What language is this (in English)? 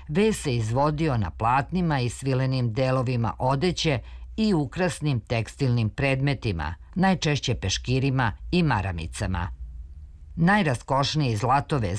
Serbian